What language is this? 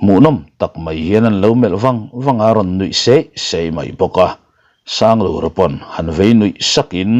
Mizo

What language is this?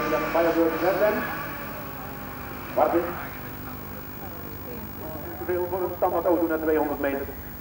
Dutch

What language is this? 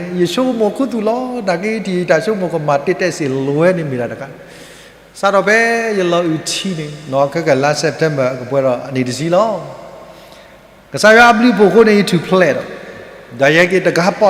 S'gaw Karen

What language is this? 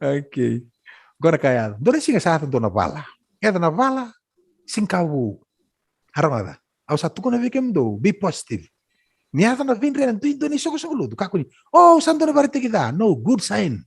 Fijian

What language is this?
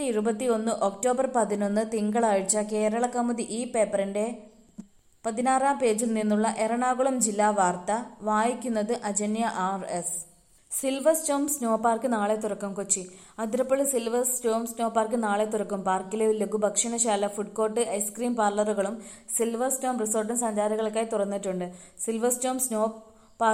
Malayalam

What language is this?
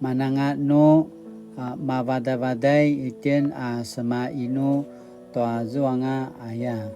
Paiwan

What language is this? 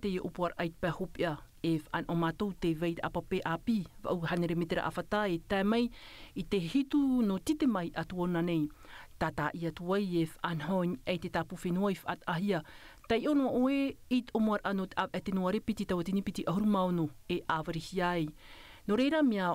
Tahitian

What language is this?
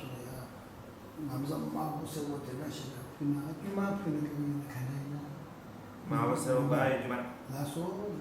Tibetan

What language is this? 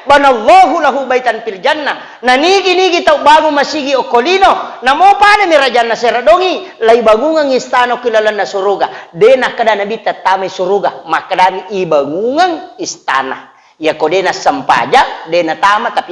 Buginese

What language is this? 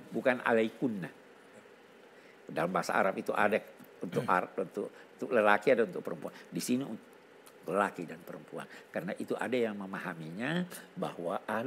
Indonesian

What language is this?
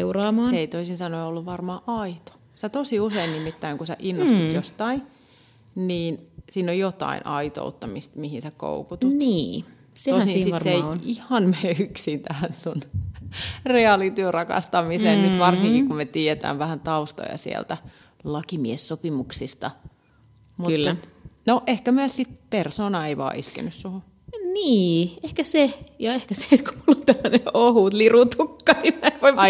Finnish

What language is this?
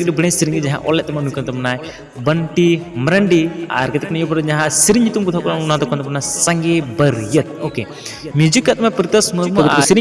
Santali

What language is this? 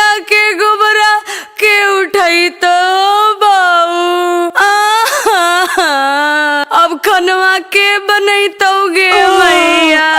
Magahi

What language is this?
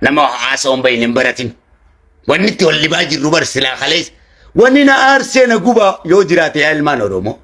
Oromo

